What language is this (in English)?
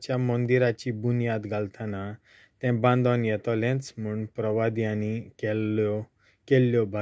Konkani